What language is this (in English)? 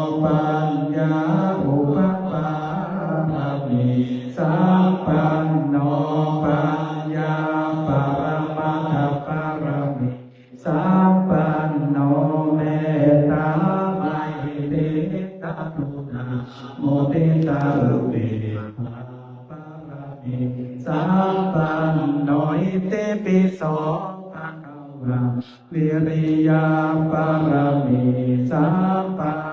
Pali